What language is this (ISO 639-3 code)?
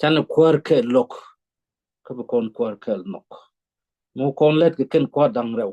nus